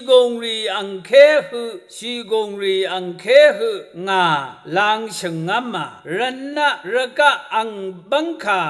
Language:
Rawang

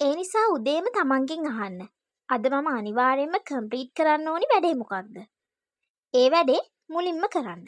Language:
Sinhala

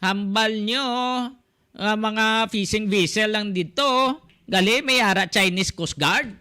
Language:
Hiligaynon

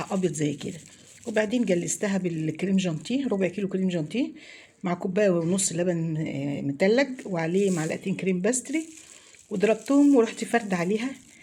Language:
Egyptian Arabic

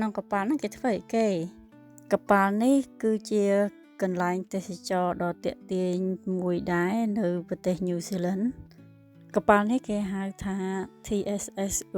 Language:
Khmer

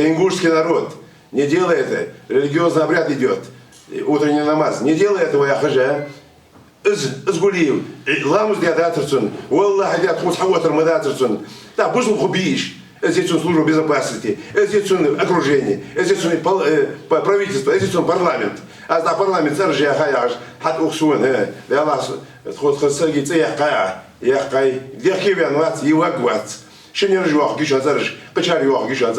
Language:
Ingush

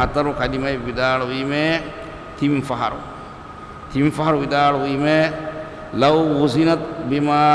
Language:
Divehi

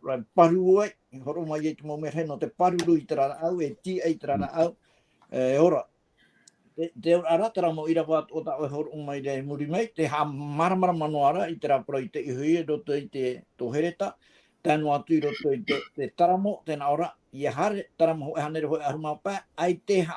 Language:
Tahitian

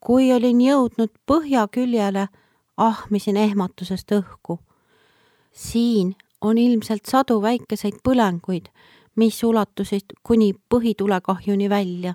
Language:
Estonian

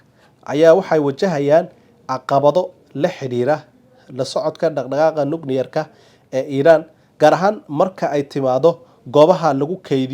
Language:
Somali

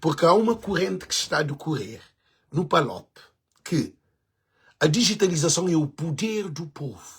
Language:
Kabuverdianu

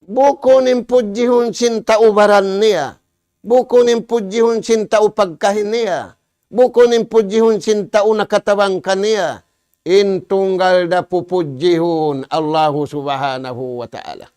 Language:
Tausug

